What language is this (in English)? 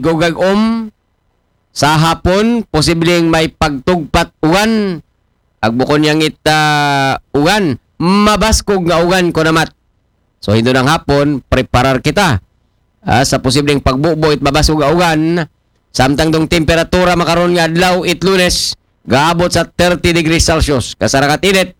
Aklanon